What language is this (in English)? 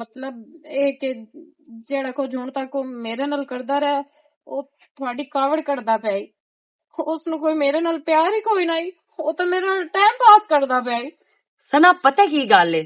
Western Panjabi